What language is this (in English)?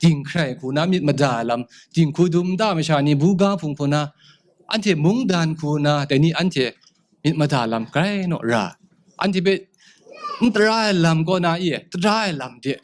Kachin